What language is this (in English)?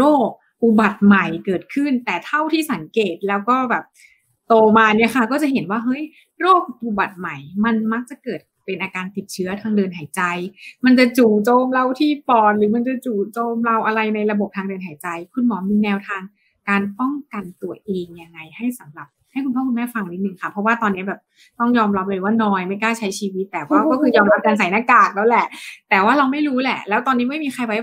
Thai